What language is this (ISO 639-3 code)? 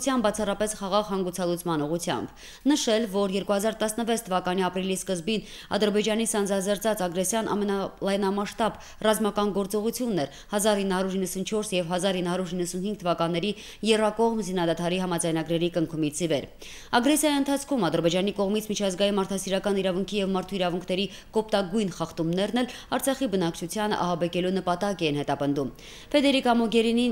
hye